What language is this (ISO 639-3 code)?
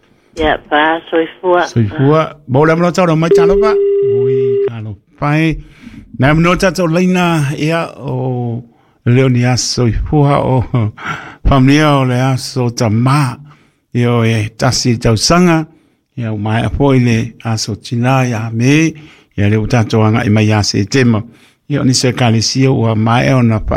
smo